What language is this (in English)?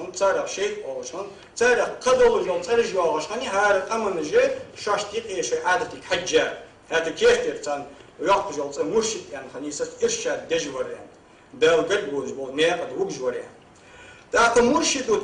Ingush